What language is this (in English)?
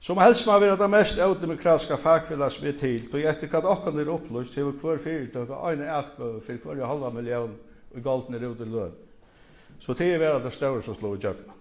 Faroese